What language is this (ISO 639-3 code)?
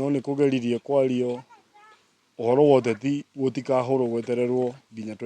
kik